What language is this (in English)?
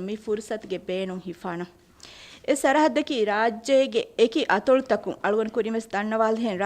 Divehi